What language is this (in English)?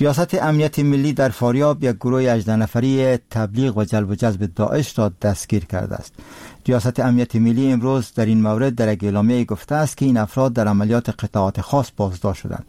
Persian